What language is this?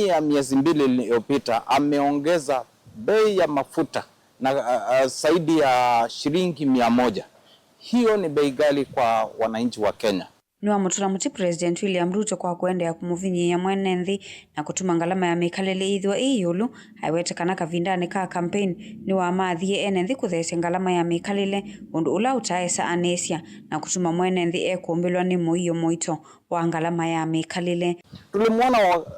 Kamba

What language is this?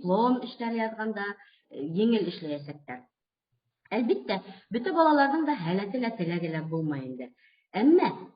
Bashkir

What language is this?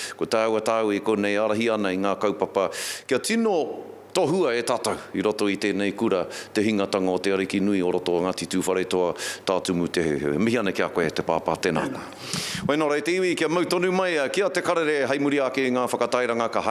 Māori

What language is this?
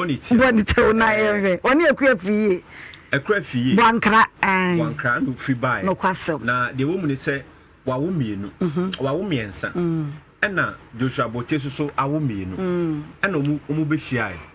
Akan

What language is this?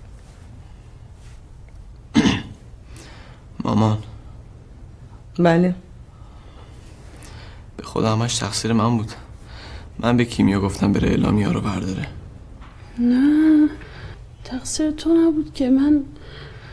Persian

